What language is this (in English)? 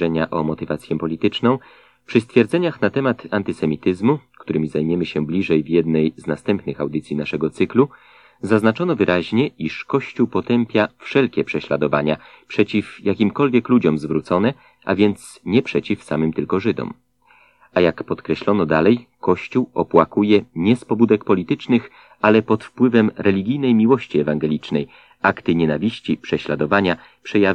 Polish